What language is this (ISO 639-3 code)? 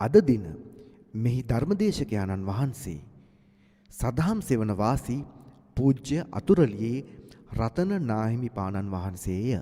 sin